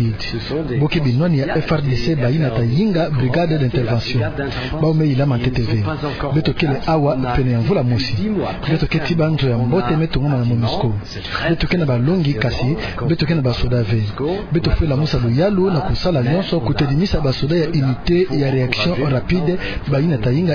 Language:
Kituba (Democratic Republic of Congo)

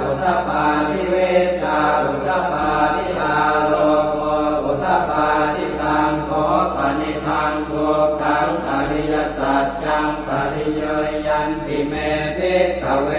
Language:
Pali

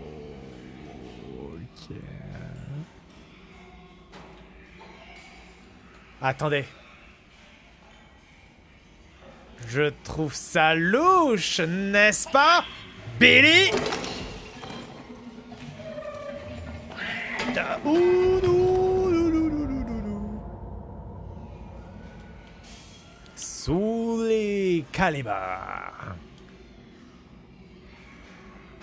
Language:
French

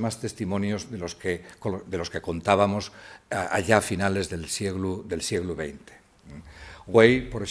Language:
Asturian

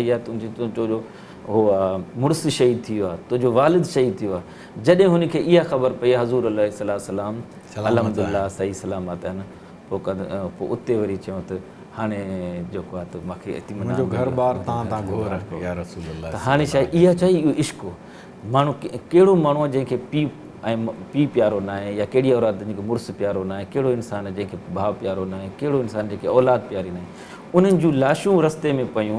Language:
Sindhi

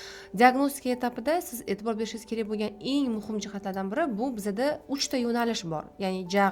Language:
Uzbek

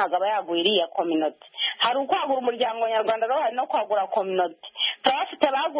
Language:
Kinyarwanda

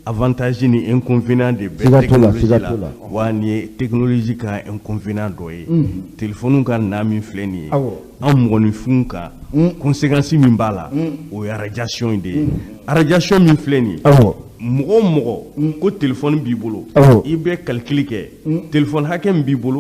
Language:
Bambara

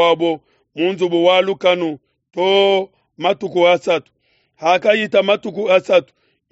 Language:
Luba-Lulua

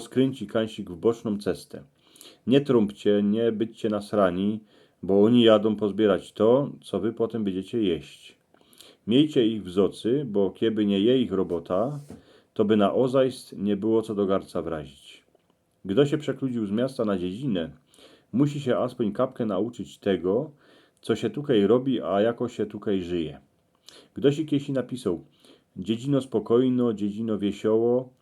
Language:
Silesian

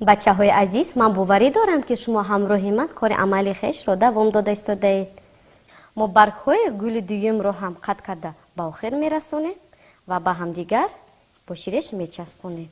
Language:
Tajik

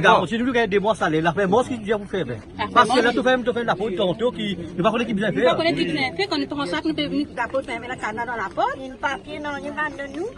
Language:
Morisyen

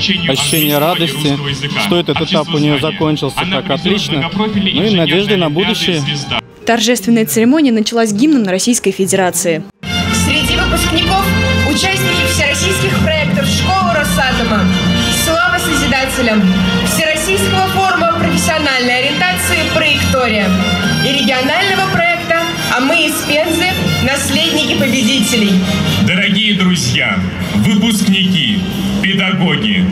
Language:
Russian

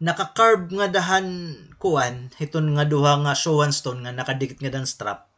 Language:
Waray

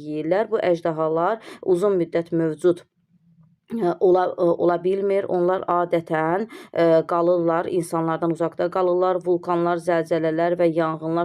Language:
Azerbaijani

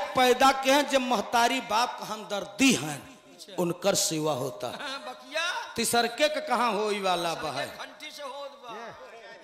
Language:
Bhojpuri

